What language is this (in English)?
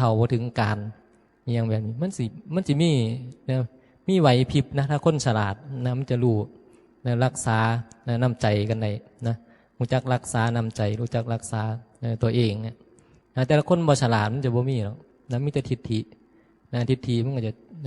Northeastern Thai